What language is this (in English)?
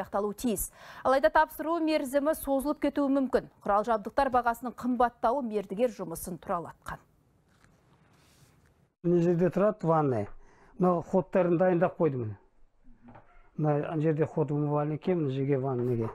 Kazakh